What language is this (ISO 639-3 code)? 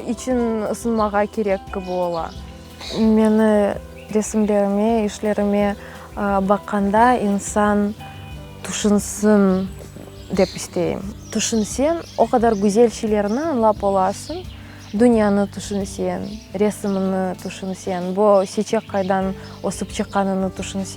crh